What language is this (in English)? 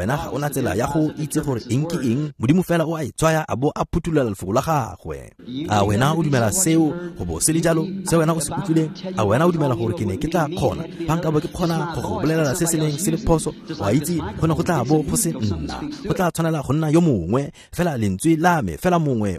Tswana